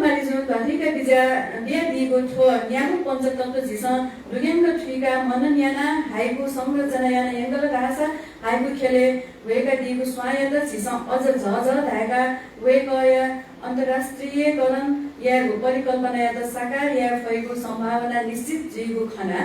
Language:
Newari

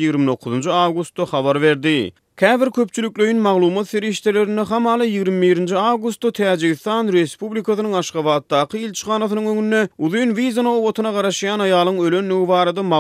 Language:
Turkmen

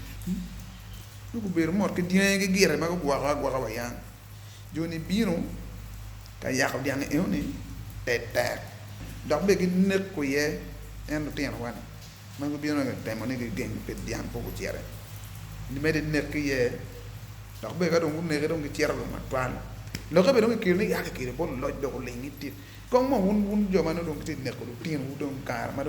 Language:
Acoli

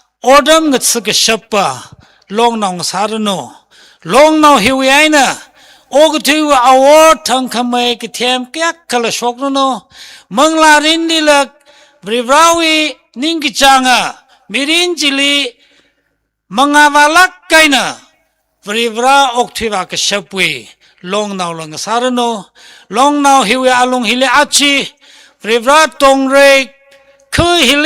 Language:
Tangkhul Naga (India)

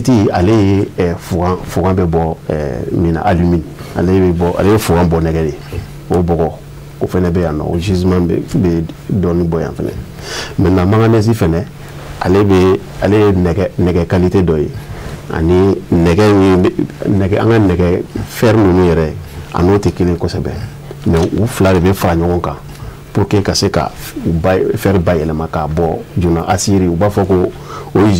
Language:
Bambara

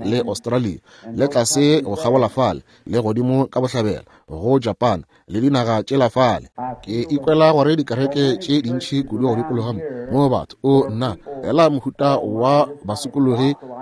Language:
Northern Sotho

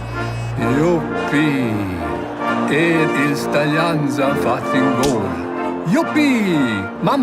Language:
Romansh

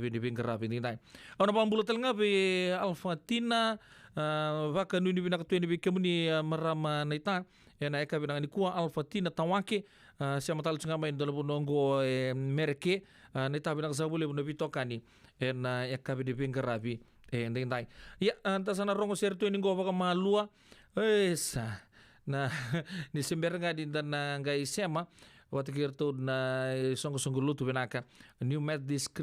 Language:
Fijian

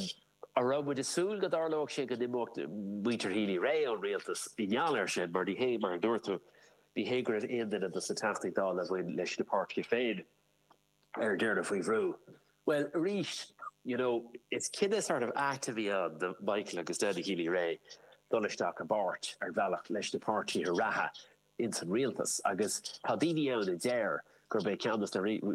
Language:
Irish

